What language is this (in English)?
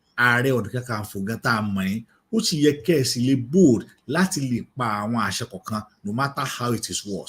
Yoruba